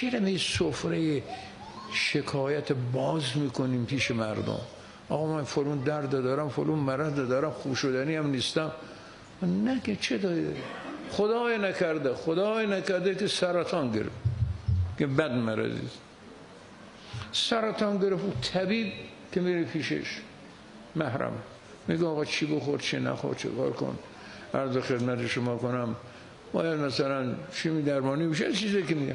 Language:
Persian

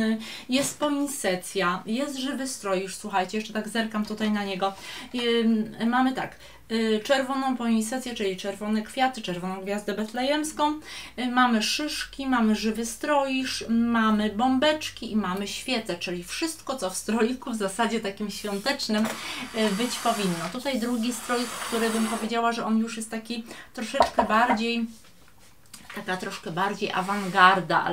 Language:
Polish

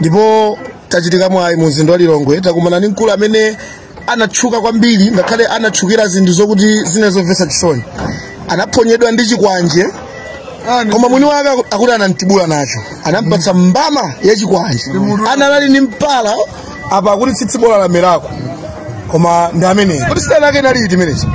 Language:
Nyanja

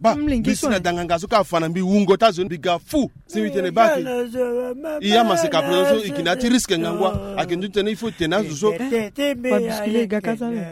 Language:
Sango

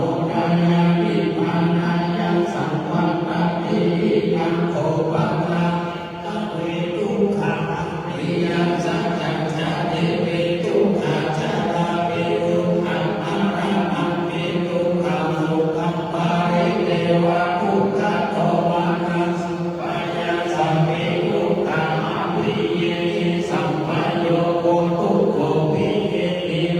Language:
Pali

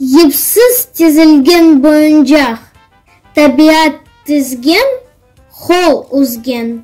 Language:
Crimean Tatar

